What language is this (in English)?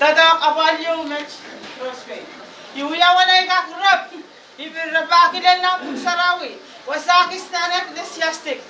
Pohnpeian